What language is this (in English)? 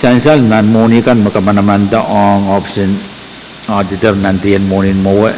Pohnpeian